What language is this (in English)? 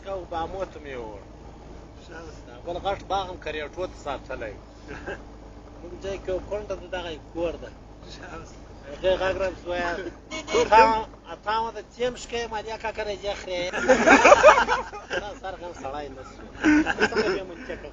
Pashto